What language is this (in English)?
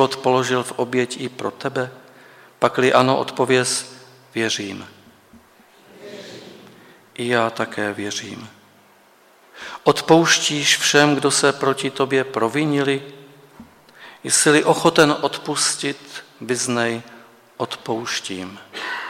Czech